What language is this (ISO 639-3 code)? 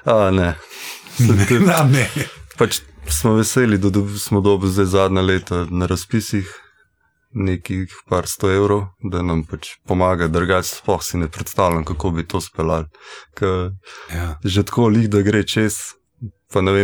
slv